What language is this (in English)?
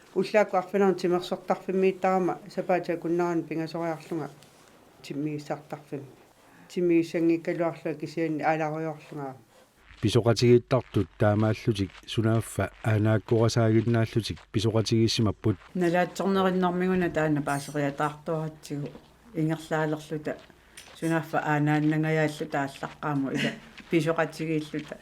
Kalaallisut